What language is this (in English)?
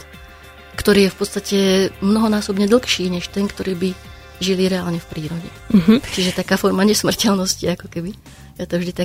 Slovak